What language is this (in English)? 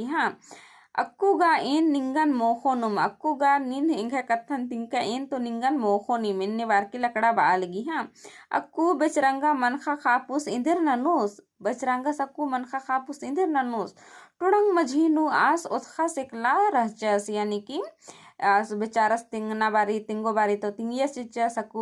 Kurukh